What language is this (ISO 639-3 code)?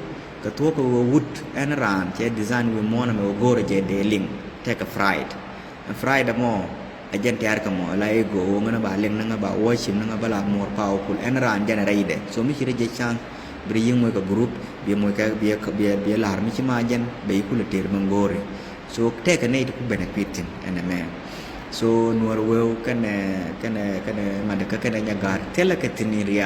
nus